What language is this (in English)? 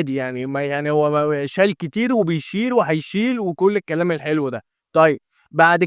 Egyptian Arabic